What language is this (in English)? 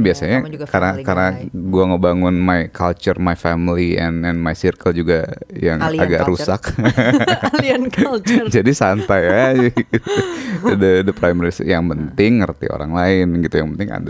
Indonesian